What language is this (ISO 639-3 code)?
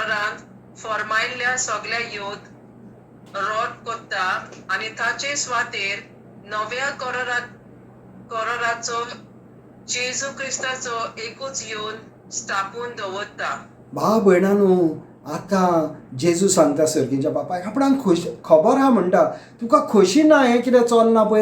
kok